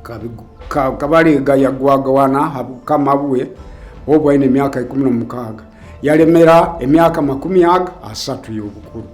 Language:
Nyoro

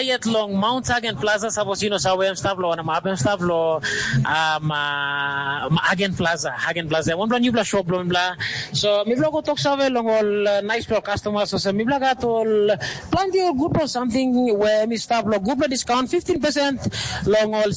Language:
Tok Pisin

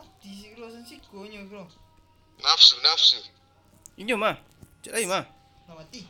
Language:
Minangkabau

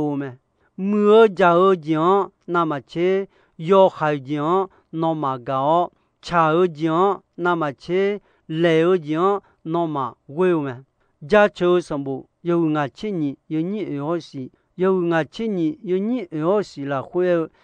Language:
Akha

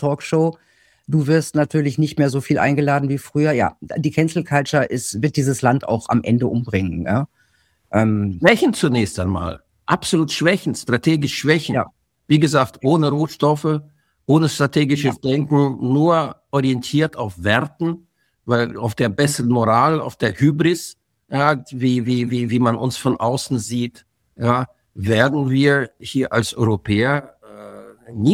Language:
German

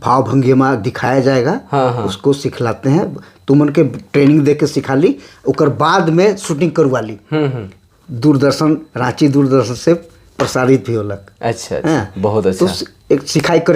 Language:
Sadri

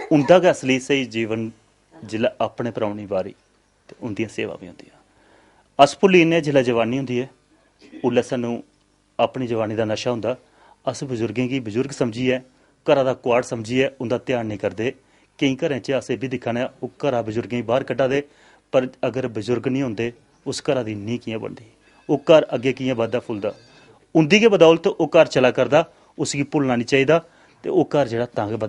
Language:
Dogri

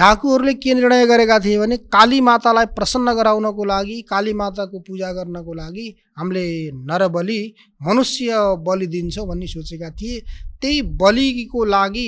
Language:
Nepali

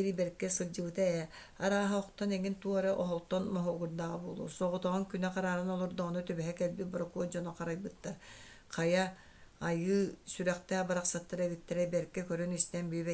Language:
Yakut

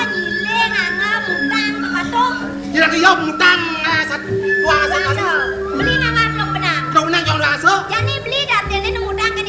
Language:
Balinese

